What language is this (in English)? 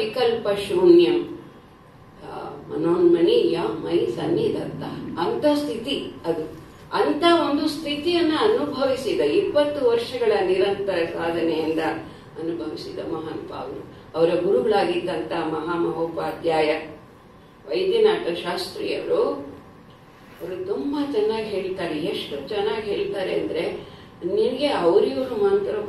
Kannada